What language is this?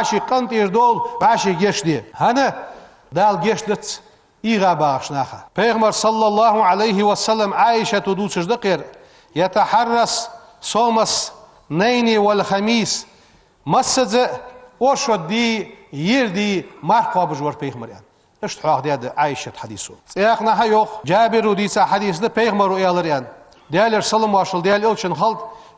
Ingush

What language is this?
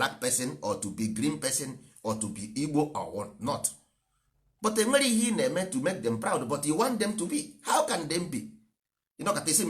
Igbo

